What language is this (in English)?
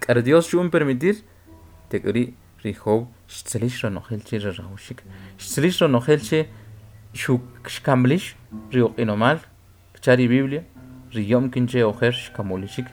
Kʼicheʼ